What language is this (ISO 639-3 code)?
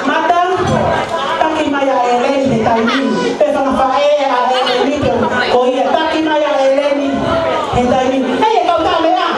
ton